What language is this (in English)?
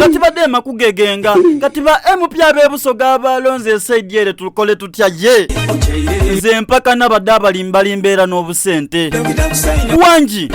Soga